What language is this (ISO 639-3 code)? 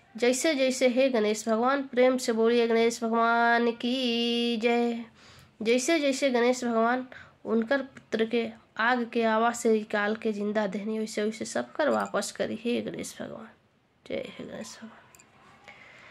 bho